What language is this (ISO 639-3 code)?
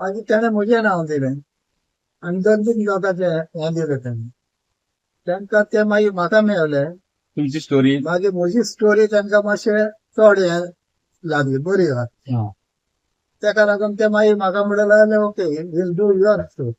kok